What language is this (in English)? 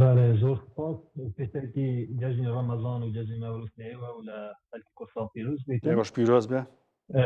Central Kurdish